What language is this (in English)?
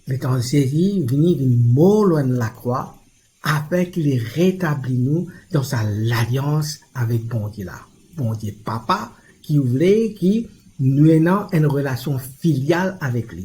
Morisyen